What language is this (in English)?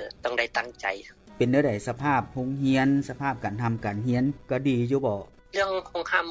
Lao